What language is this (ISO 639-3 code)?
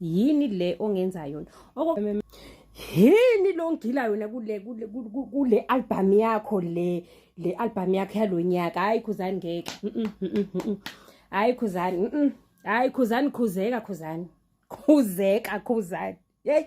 zul